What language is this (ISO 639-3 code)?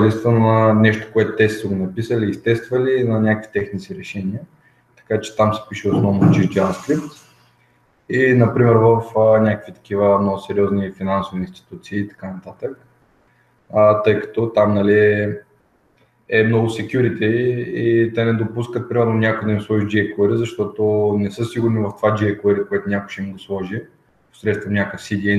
bul